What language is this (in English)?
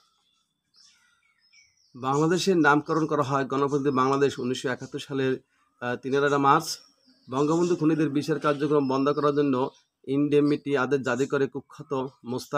Bangla